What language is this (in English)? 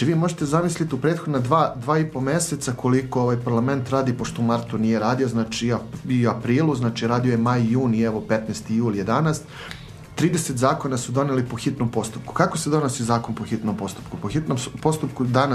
Serbian